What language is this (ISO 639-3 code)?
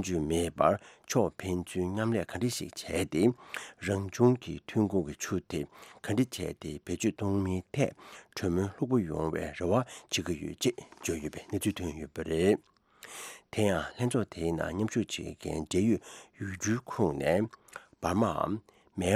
bod